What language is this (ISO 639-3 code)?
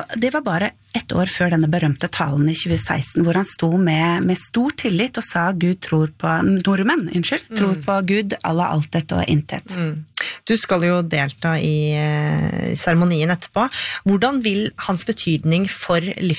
nor